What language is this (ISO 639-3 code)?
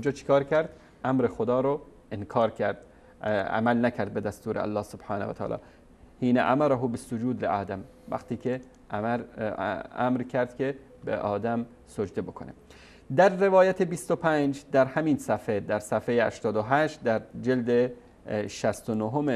fas